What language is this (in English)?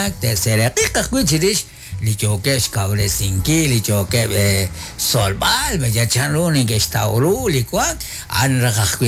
Kekchí